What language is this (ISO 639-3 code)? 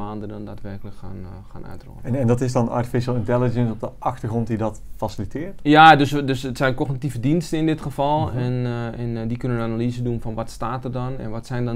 nld